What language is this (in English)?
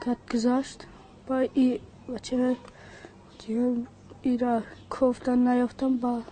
Tajik